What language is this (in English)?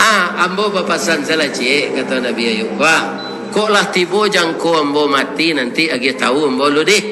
Minangkabau